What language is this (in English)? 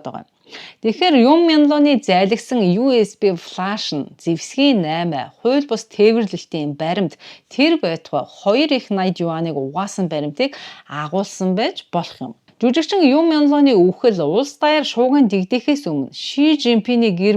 Mongolian